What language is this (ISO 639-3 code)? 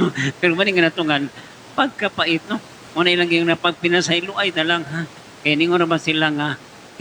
ceb